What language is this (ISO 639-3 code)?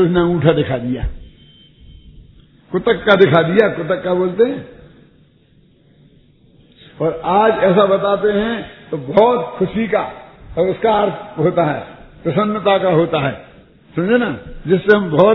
hin